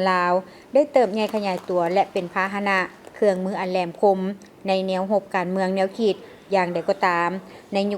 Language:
Lao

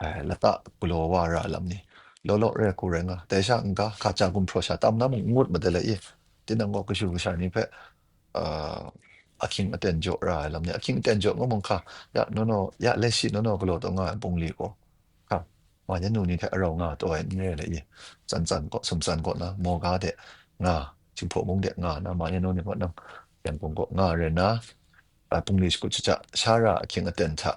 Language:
Kachin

